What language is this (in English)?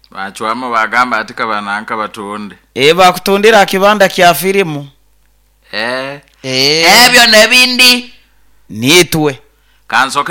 Nyoro